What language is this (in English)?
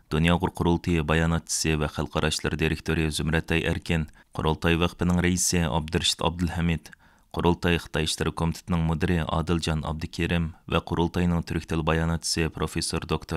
Uyghur